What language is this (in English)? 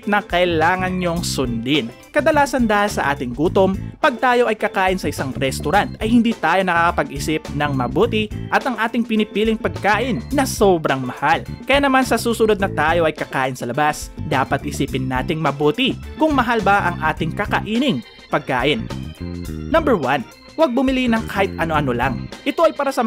Filipino